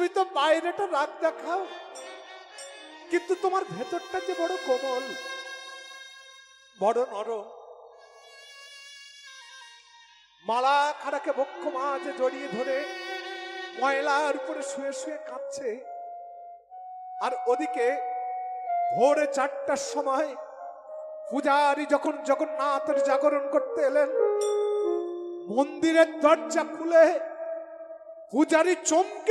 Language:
Bangla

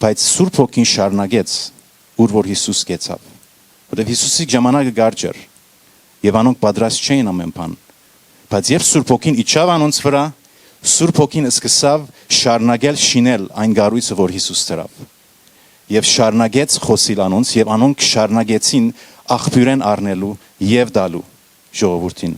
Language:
Western Armenian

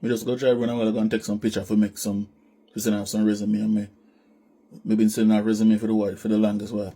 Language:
Jamaican Creole English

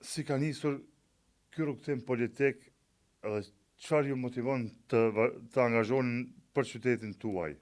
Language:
Albanian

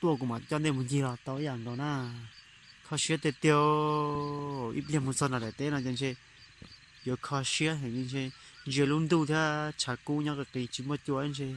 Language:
Hmong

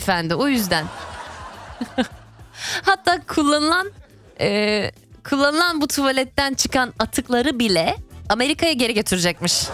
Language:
Turkish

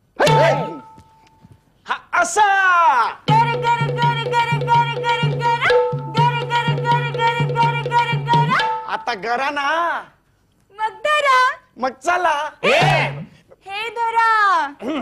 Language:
Marathi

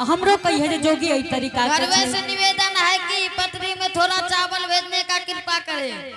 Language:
Angika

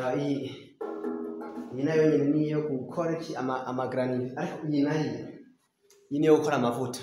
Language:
Rundi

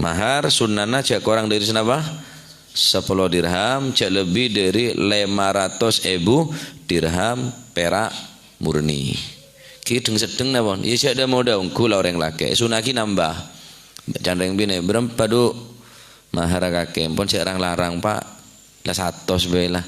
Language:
Madurese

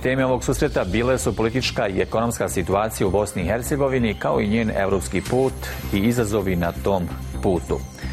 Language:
Bosnian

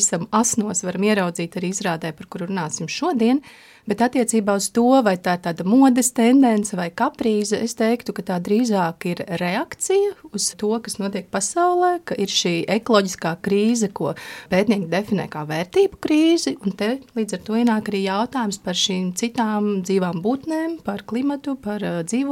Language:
Latvian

